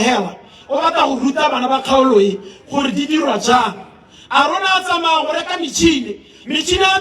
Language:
Tswana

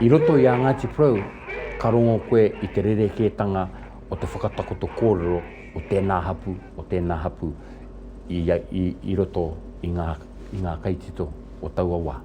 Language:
Māori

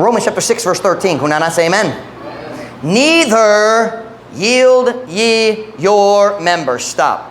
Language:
Cebuano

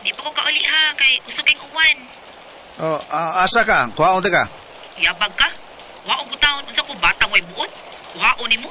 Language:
Cebuano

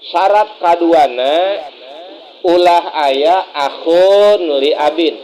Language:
Sundanese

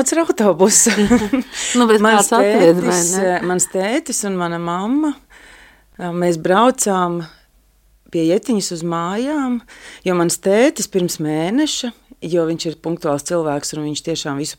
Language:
Latvian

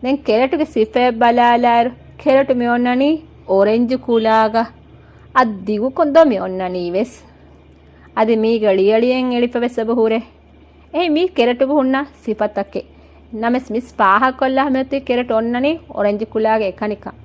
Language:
Divehi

